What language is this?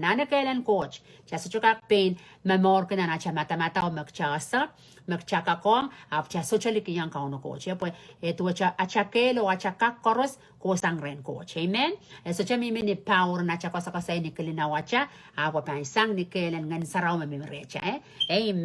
Pohnpeian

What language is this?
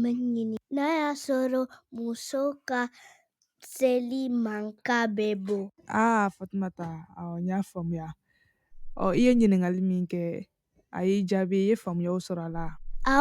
Bambara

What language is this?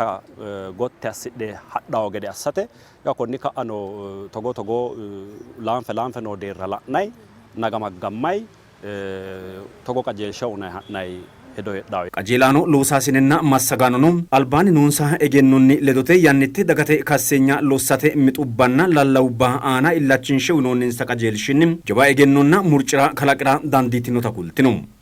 Sidamo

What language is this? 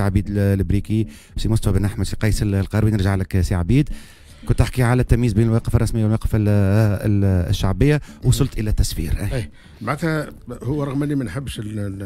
Tunisian Arabic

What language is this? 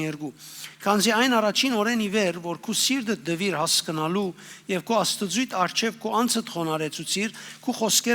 Western Armenian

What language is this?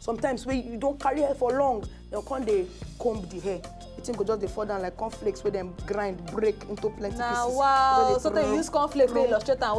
Nigerian Pidgin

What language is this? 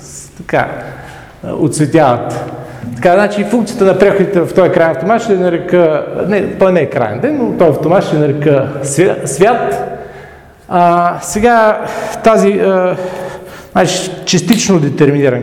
Bulgarian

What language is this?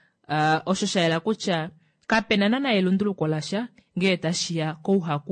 Kuanyama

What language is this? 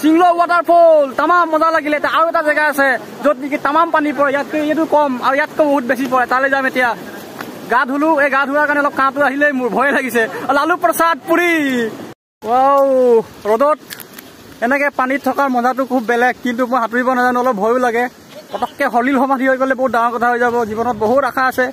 Assamese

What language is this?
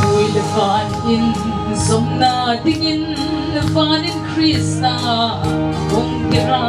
Paite Chin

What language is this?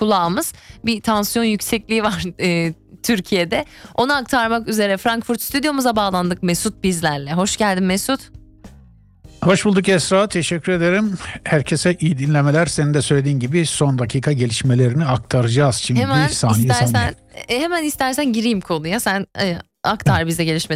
Turkish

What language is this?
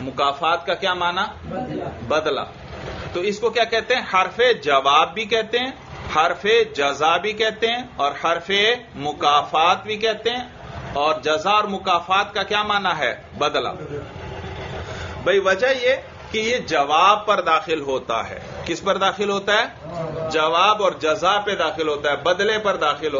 Urdu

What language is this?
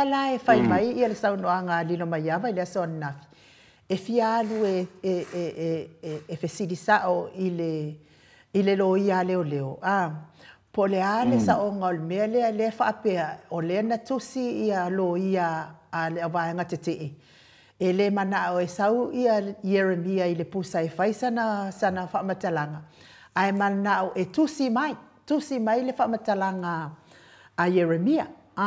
Samoan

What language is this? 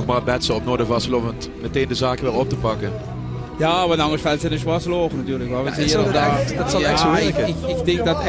Limburgish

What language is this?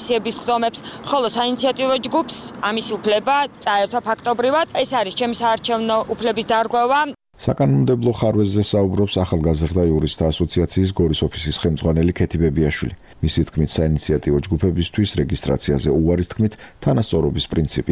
Georgian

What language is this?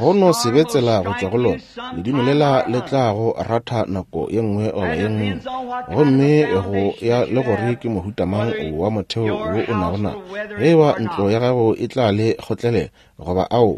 Northern Sotho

